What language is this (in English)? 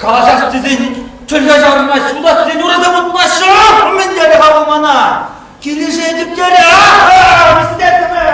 Chuvash